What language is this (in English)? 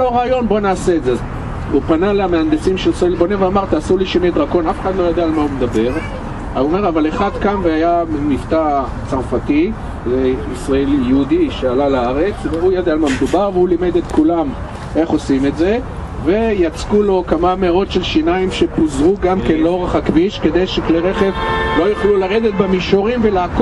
Hebrew